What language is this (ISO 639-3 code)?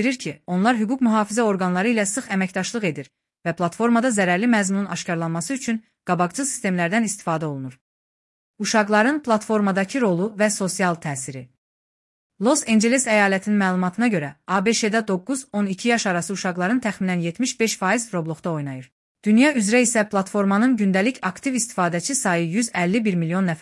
aze